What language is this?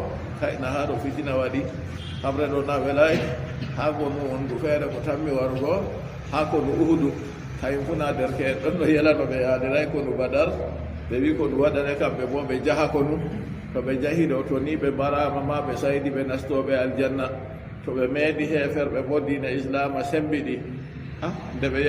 Fula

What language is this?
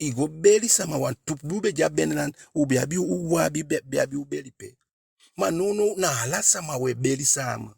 Eastern Maroon Creole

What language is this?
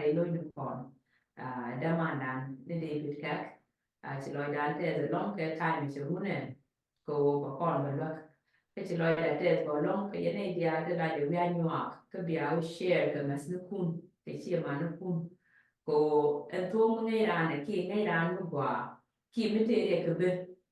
Nuer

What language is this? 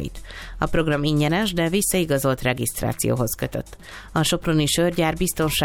Hungarian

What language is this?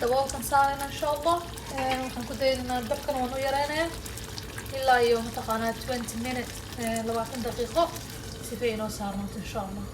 Somali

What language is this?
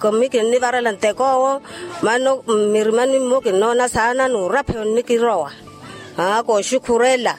Makhuwa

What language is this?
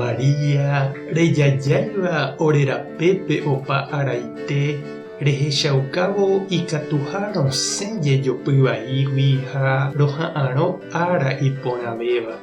Guarani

